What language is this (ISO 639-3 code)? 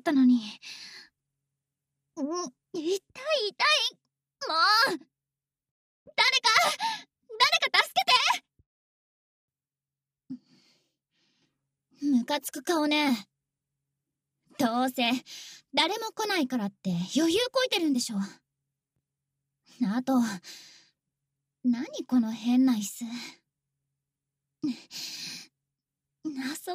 jpn